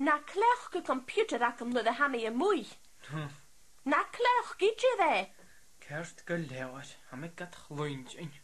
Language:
Scottish Gaelic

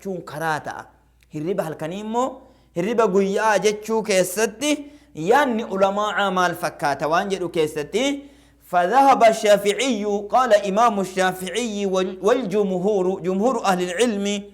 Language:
Oromo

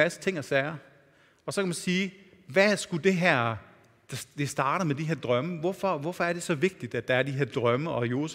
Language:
Danish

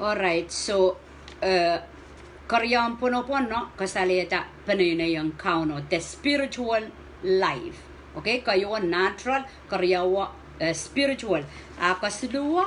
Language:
Pohnpeian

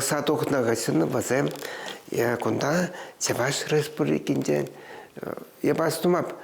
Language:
Chuvash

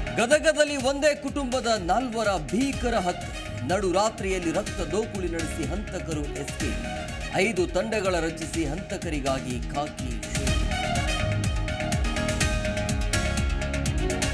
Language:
Kannada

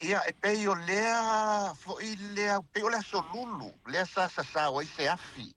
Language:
Samoan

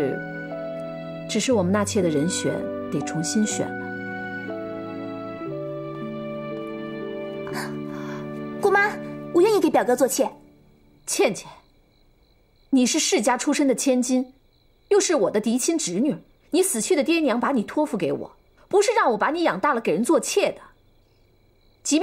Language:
Chinese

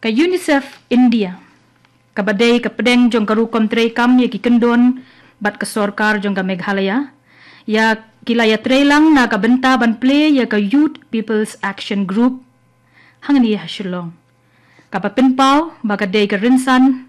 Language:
Khasi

